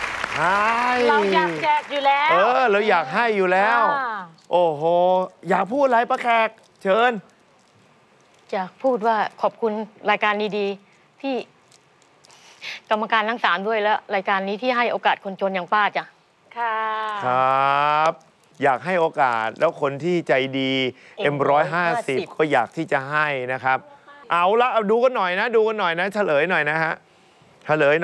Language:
Thai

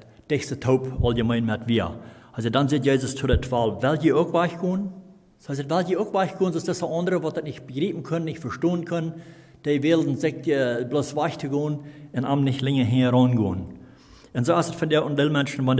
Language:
Plautdietsch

